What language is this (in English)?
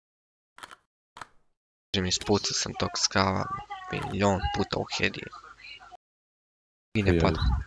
Croatian